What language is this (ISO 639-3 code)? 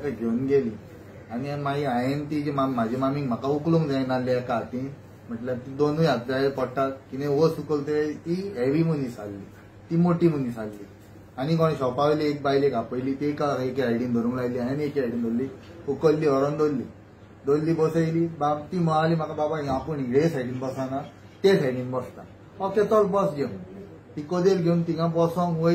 kok